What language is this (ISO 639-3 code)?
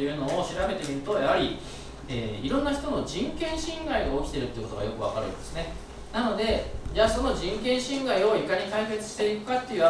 jpn